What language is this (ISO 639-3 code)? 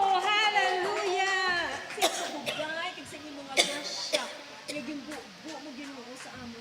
hil